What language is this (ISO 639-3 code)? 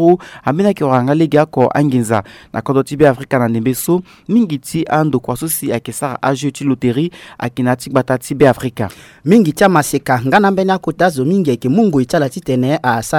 sag